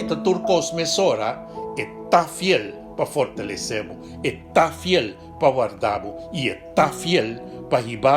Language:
Papiamento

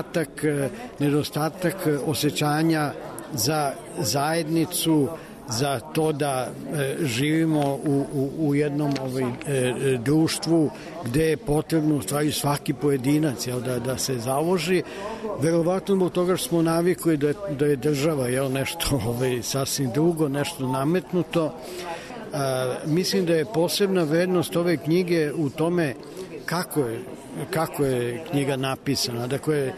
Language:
Serbian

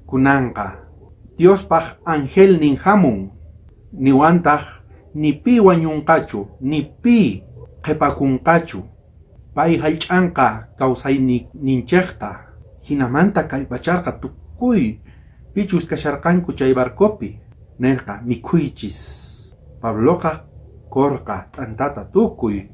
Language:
South Bolivian Quechua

